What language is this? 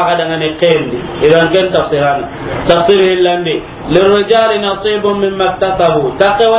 Soninke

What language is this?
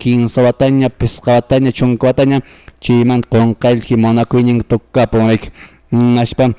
Quechua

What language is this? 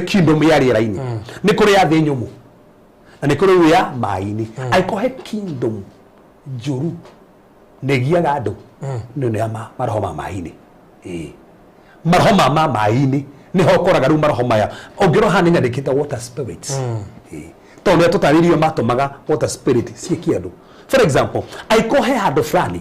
Kikuyu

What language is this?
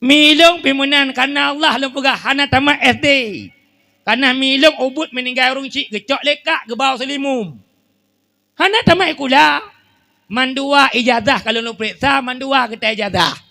Achinese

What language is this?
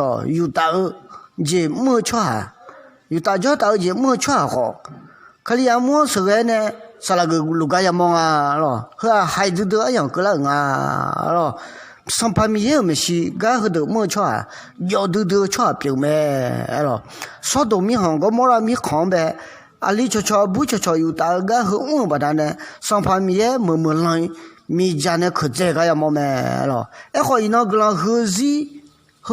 Akha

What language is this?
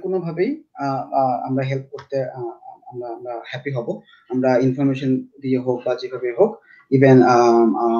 Bangla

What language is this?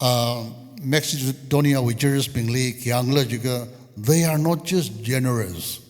Tangkhul Naga (India)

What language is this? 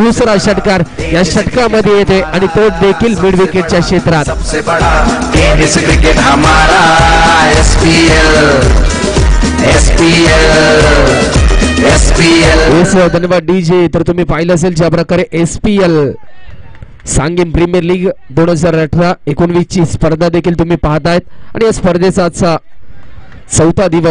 Marathi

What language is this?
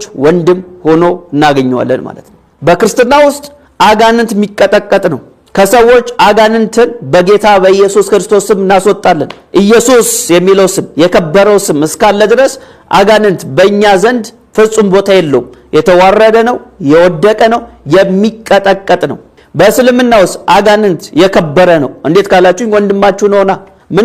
Amharic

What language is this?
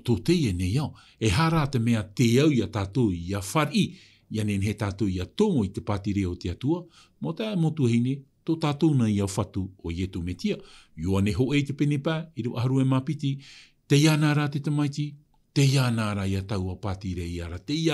Tahitian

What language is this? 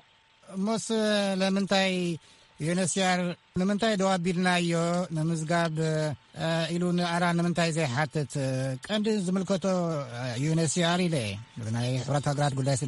Tigrinya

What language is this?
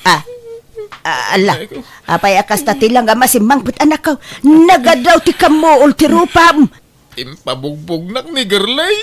Iloko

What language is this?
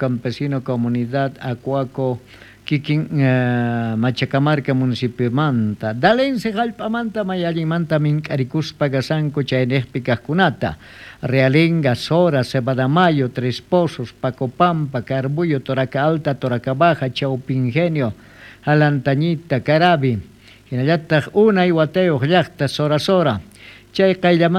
South Bolivian Quechua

